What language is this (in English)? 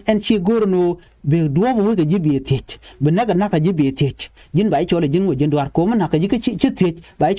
Nuer